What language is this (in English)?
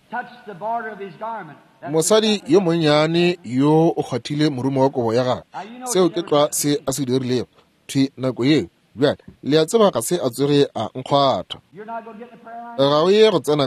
Northern Sotho